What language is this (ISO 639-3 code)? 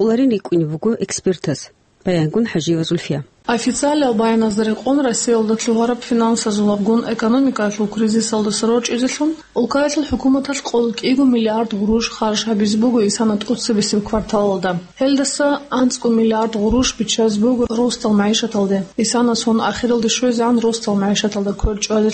ava